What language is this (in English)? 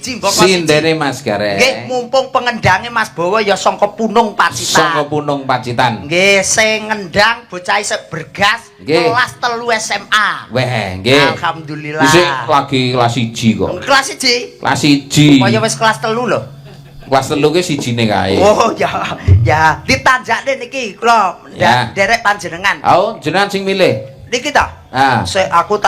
Javanese